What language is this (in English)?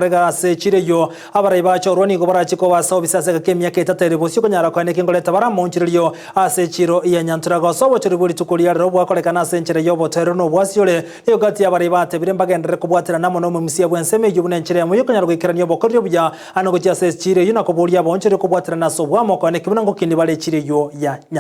Gusii